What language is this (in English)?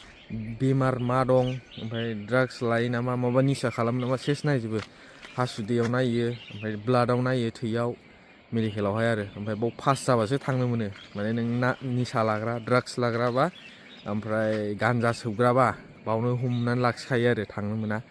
Bodo